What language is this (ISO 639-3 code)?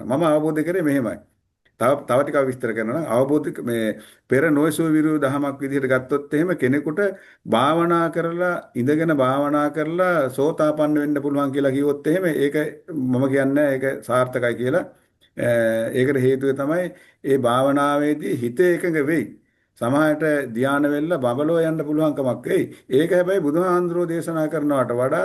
sin